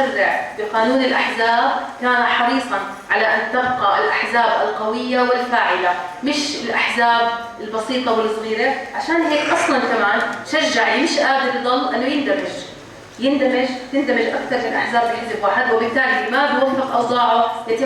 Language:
North Levantine Arabic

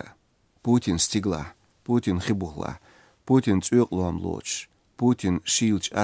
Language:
Chechen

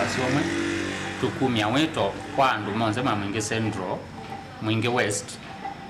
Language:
Kamba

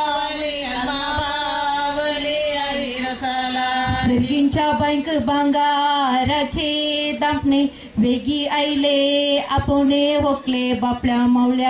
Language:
Konkani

